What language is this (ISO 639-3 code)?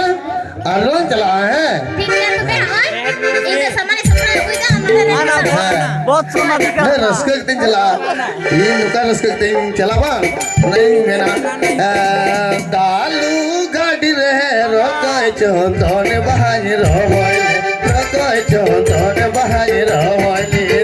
sat